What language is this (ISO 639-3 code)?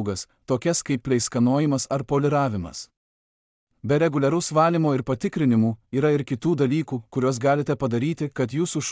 lit